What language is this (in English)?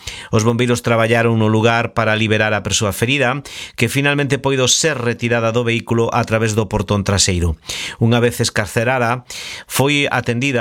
Galician